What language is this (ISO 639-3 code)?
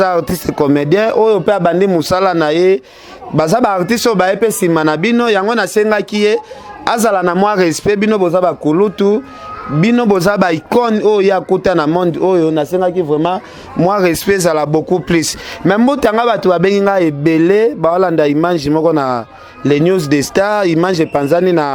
lin